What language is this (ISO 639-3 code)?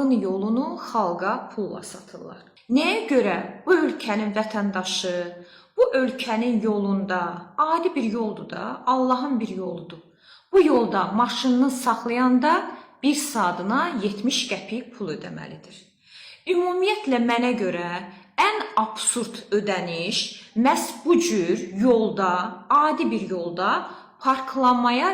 aze